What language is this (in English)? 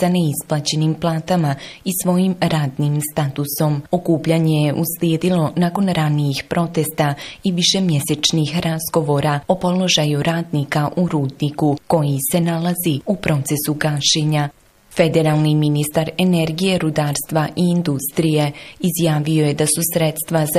Bosnian